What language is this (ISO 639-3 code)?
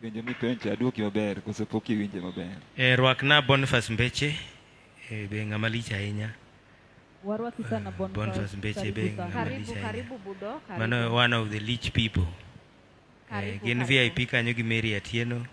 luo